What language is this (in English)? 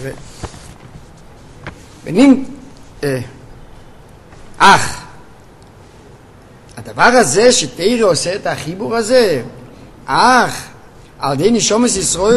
Hebrew